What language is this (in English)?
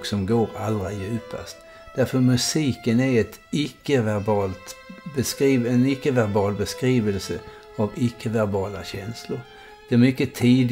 Swedish